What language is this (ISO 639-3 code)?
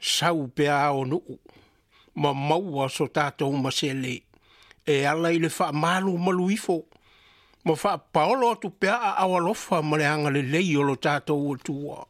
smo